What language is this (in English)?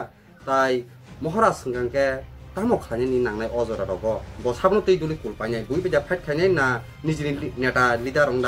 Kok Borok